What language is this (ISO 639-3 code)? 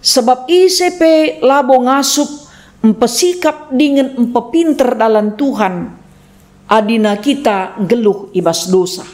btx